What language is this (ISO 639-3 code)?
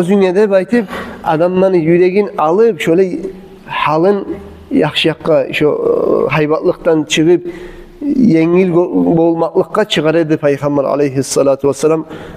kum